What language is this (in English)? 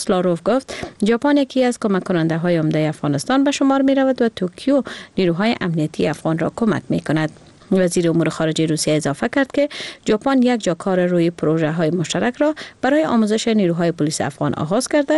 Persian